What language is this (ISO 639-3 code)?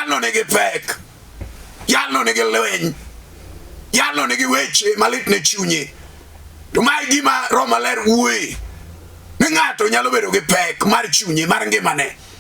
luo